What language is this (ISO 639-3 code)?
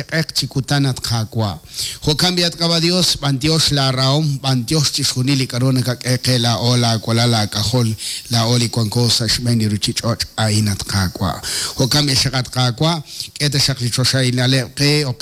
kek